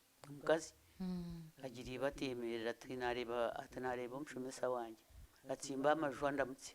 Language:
Nyankole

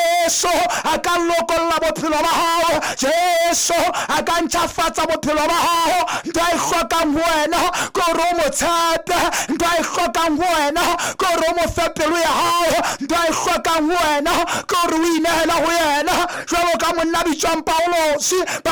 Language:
Southern Sotho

